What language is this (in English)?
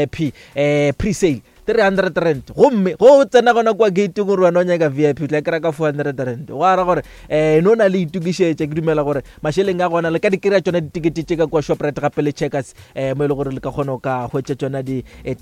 Northern Sotho